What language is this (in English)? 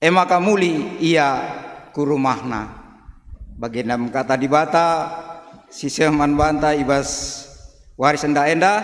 Batak Karo